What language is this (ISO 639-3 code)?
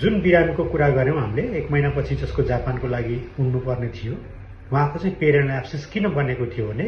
nep